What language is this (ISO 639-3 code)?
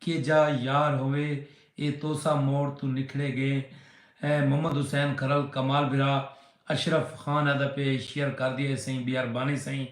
skr